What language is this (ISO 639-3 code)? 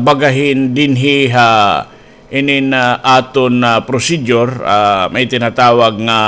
war